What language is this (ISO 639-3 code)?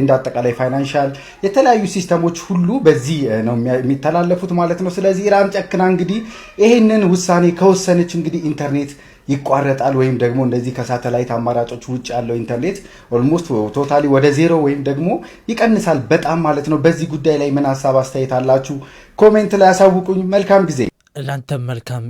amh